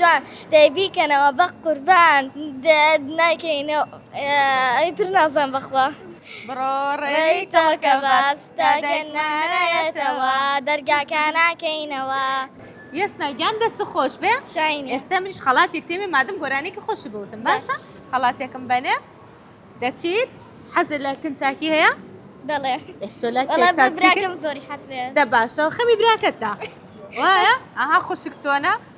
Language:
Central Kurdish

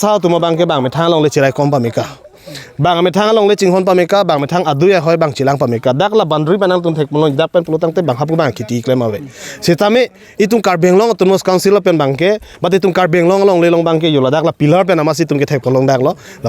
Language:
Karbi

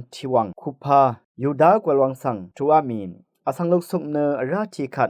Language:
Rawang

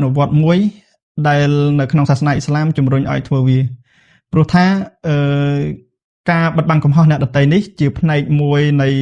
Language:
Khmer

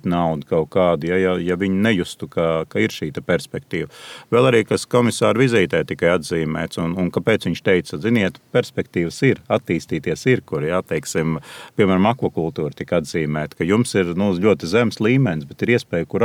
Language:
Latvian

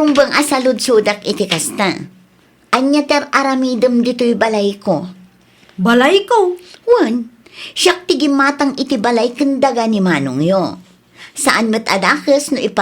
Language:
Iloko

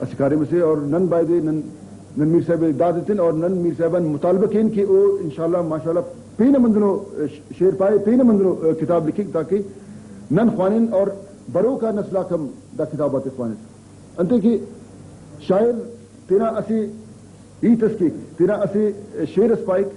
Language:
Brahui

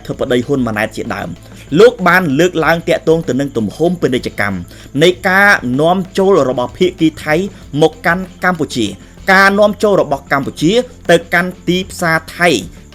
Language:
Khmer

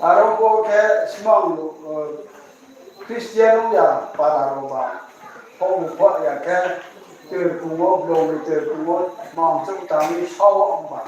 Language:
Riang (India)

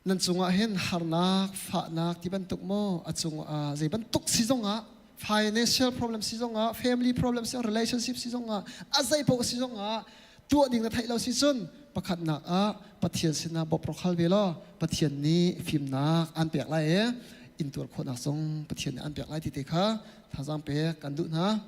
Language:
Hakha Chin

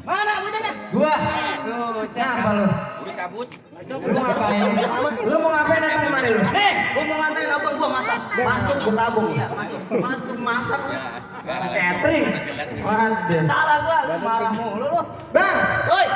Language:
Betawi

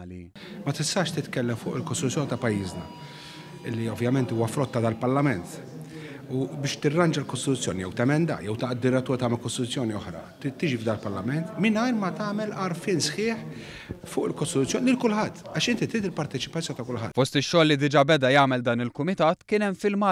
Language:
Maltese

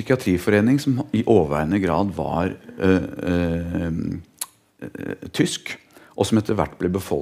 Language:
Norwegian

